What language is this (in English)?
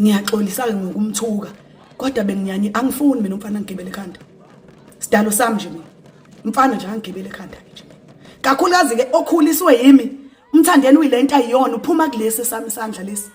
Zulu